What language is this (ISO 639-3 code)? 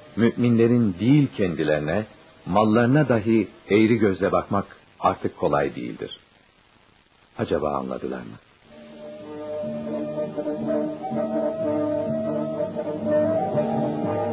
tur